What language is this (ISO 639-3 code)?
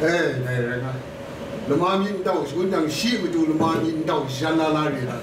kac